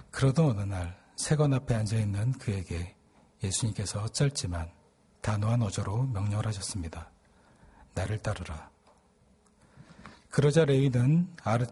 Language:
Korean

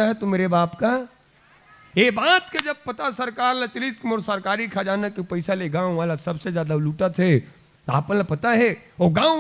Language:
Chhattisgarhi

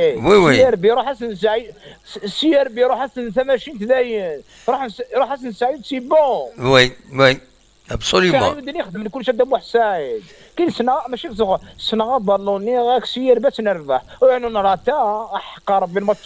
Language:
Kabyle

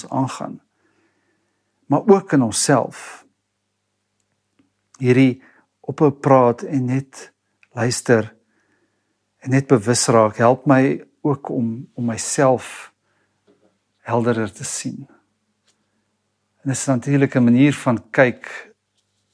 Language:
Afrikaans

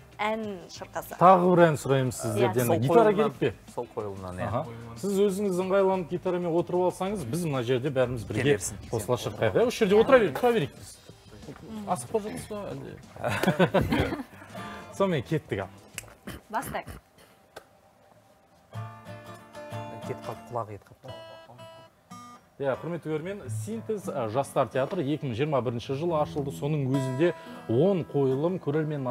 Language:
Kazakh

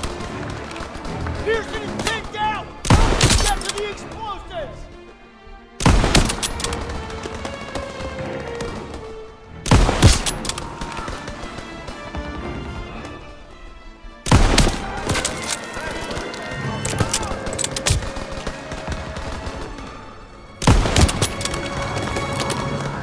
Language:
English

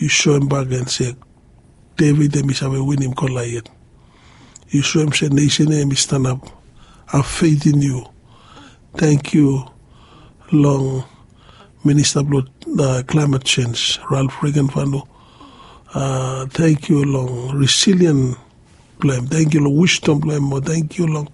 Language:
Bislama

